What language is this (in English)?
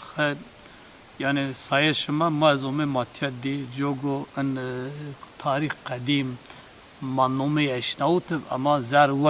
Zaza